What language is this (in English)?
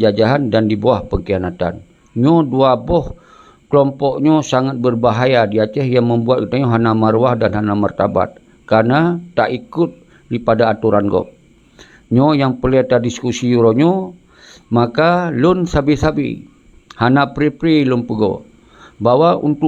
Achinese